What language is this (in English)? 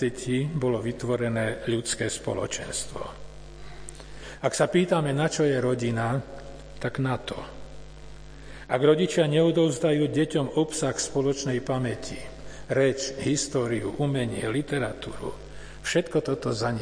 Slovak